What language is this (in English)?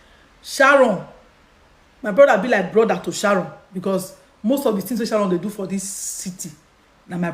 Nigerian Pidgin